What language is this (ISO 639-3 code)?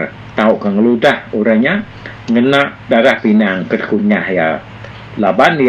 iba